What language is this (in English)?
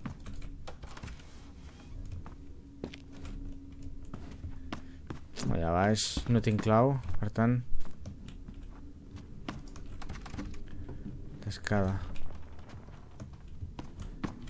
Catalan